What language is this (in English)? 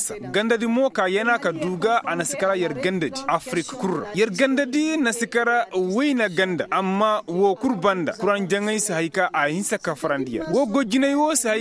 Koyraboro Senni